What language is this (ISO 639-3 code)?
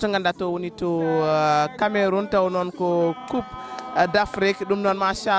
ful